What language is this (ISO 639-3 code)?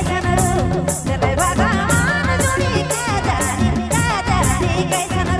sck